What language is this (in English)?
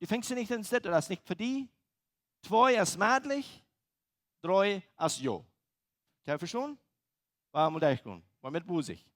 Plautdietsch